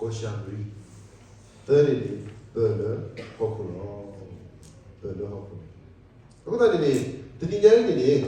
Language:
S'gaw Karen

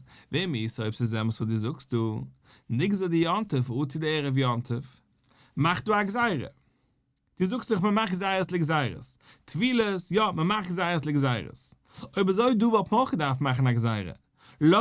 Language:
Yiddish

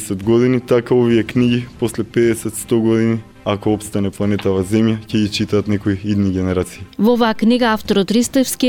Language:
Macedonian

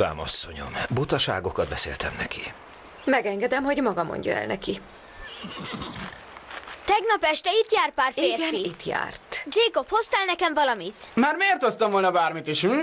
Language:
Hungarian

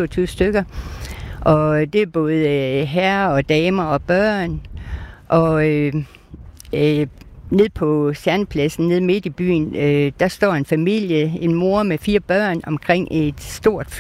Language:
Danish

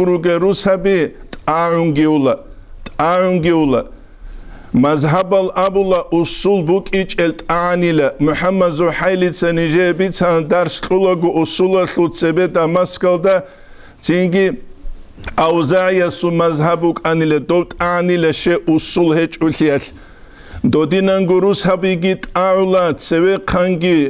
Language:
Avaric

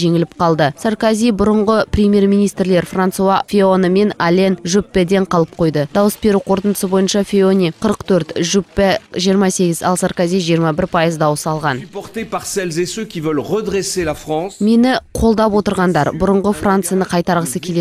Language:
Kazakh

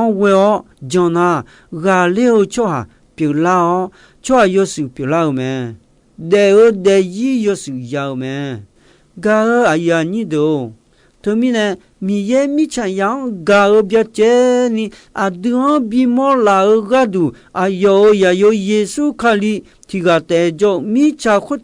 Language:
Akha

